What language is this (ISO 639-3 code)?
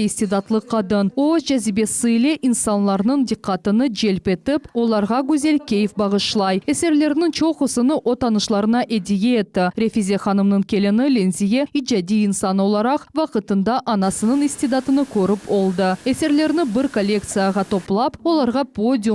crh